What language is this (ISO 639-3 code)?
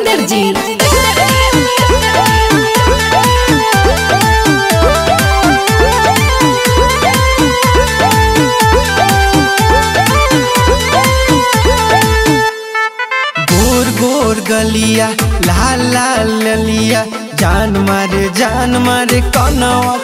mag